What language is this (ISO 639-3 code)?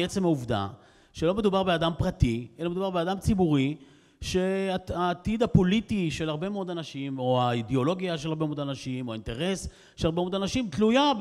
heb